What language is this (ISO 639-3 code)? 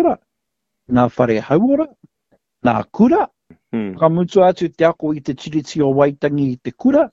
mri